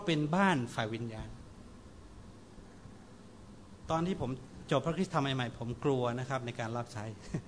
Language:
Thai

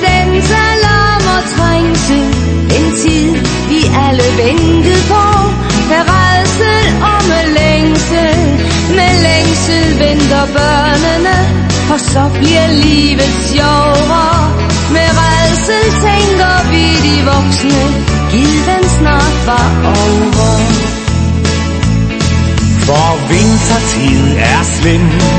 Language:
Danish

